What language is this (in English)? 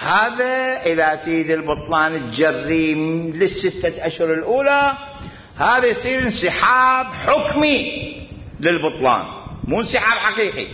Mesopotamian Arabic